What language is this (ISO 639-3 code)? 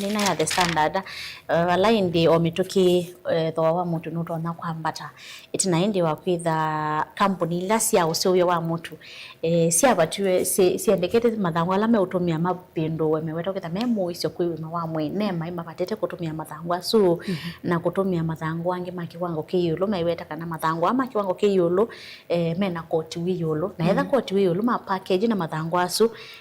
kam